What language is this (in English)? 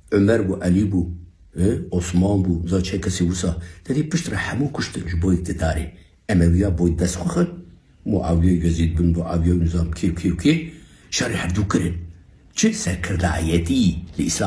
Kurdish